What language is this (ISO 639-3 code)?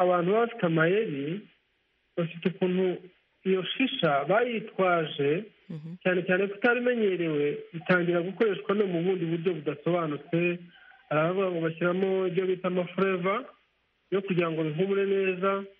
kin